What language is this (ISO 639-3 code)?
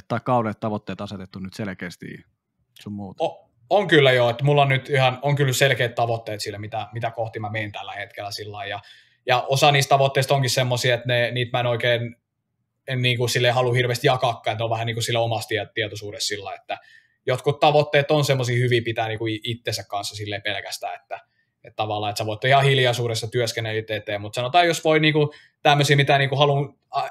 fin